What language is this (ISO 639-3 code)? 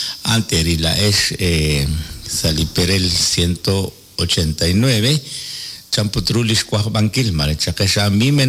kek